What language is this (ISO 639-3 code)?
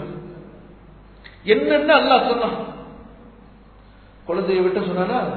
tam